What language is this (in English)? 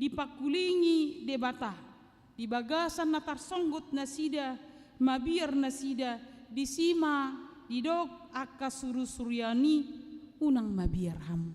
Batak Toba